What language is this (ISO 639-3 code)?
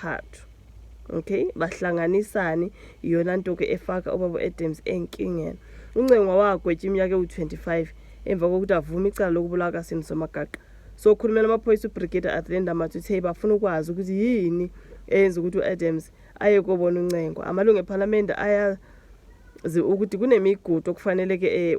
zul